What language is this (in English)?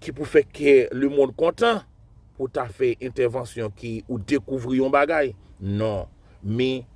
Haitian Creole